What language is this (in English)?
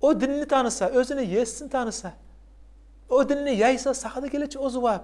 Kumyk